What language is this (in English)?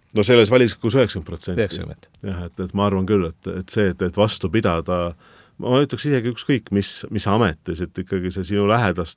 Estonian